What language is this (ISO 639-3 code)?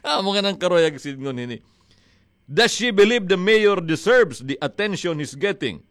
war